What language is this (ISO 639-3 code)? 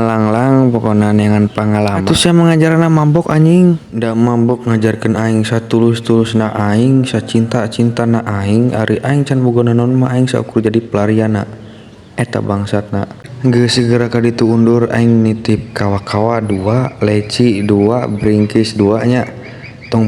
sun